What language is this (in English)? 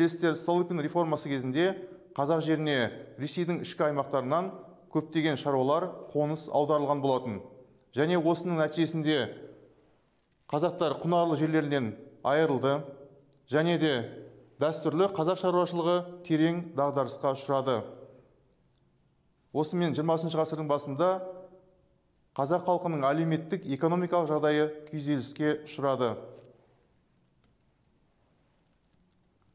Kazakh